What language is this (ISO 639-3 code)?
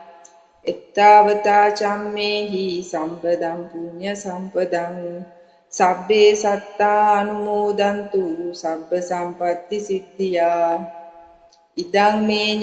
sin